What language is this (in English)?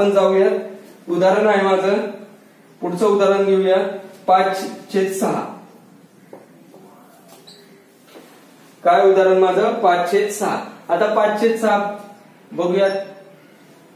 Marathi